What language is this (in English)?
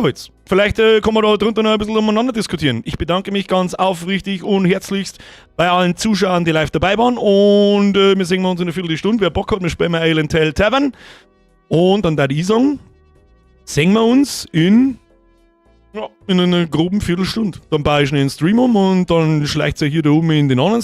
Bavarian